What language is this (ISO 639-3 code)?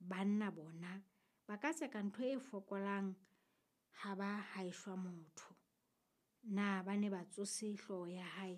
sot